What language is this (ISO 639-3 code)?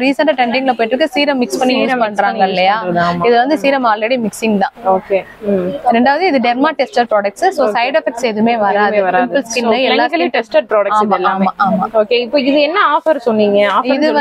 tam